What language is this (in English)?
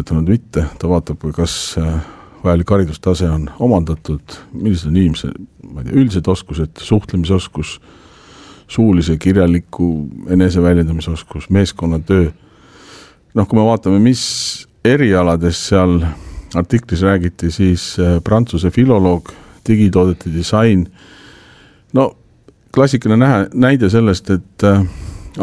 Estonian